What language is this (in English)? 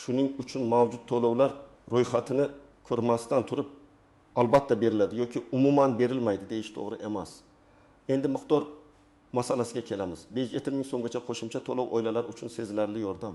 Uzbek